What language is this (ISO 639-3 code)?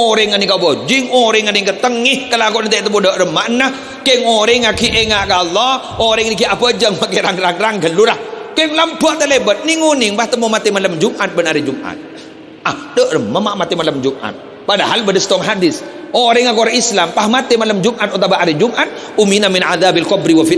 mad